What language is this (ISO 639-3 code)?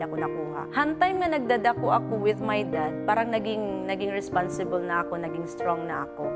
war